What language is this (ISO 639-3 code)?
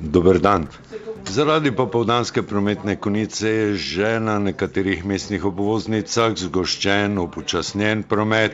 slv